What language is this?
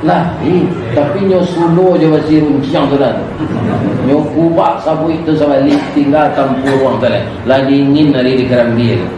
Minangkabau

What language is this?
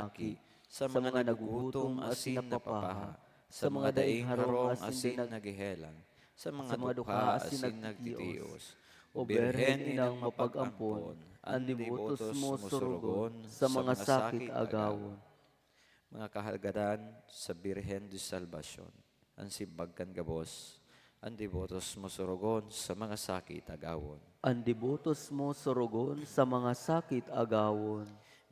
Bikol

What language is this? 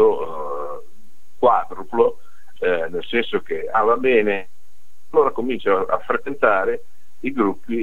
Italian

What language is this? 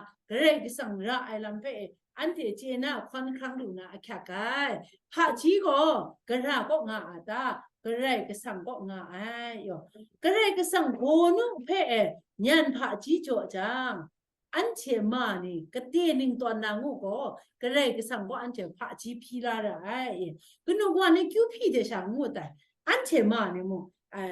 Kachin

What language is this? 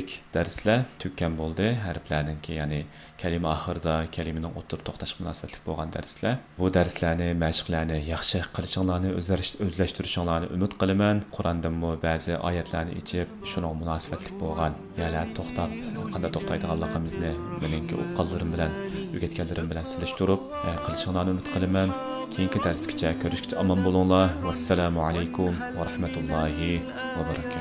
Uyghur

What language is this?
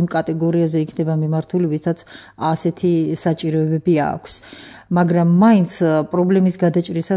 Georgian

